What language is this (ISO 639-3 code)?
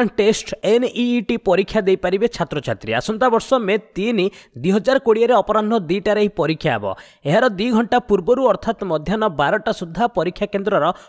ori